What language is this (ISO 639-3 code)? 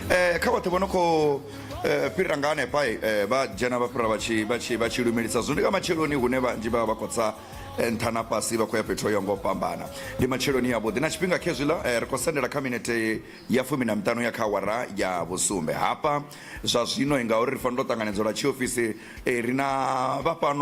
ven